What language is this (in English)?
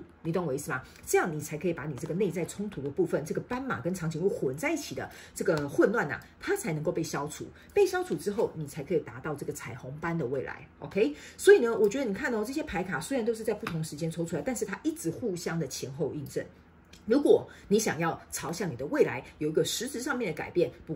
Chinese